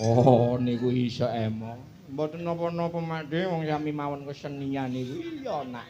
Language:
Javanese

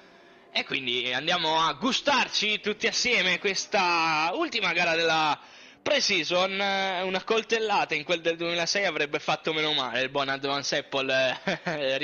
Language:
Italian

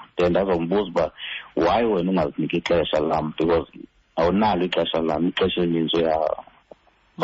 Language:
Xhosa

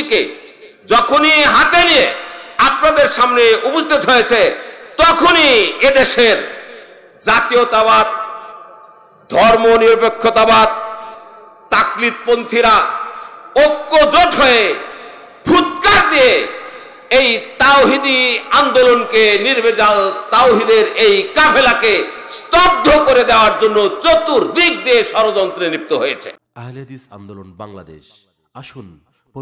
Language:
Bangla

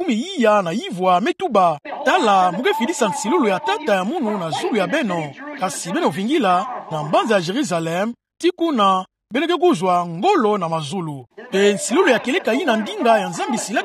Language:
Kituba (Democratic Republic of Congo)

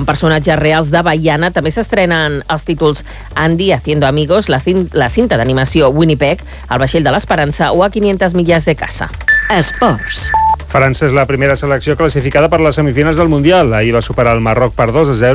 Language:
Catalan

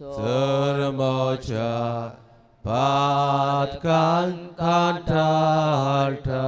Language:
Konkani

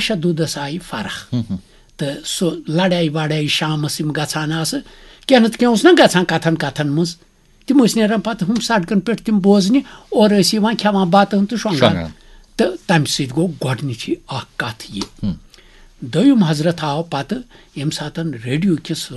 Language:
Kashmiri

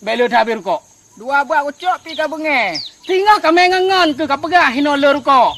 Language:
Achinese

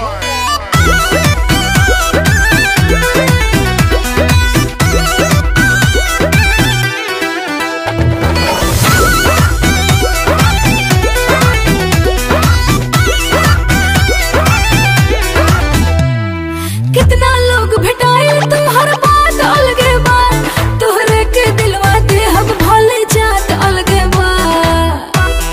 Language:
Bhojpuri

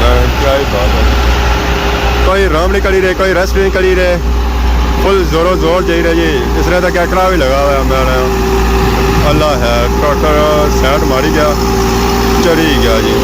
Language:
Pahari-Potwari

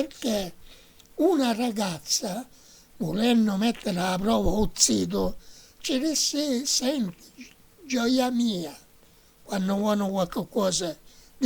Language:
Sicilian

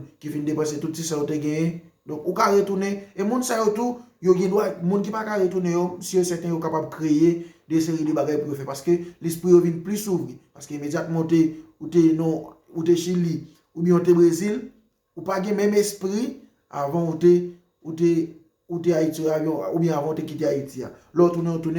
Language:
Haitian Creole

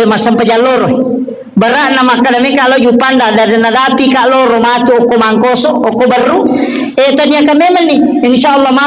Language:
Buginese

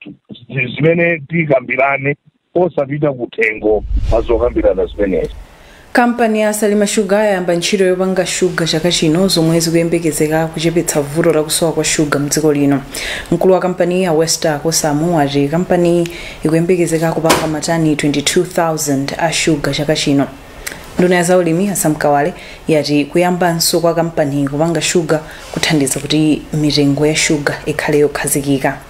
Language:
Nyanja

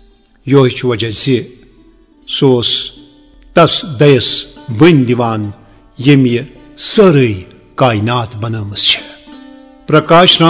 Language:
Kashmiri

